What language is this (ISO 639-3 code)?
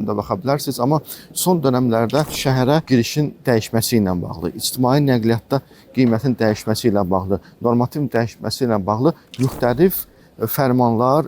aze